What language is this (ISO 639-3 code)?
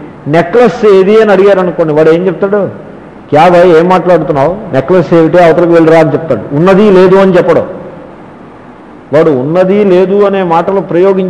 tel